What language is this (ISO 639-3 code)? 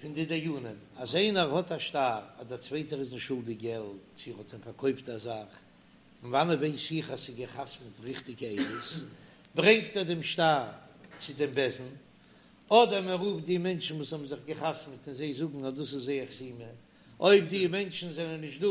yid